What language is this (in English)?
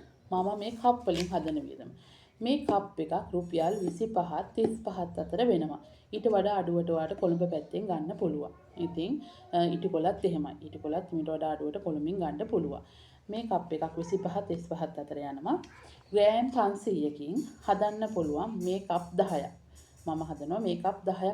Sinhala